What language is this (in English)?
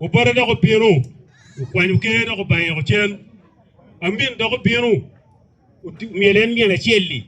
Acoli